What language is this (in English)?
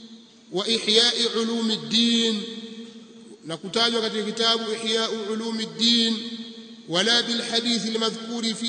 Swahili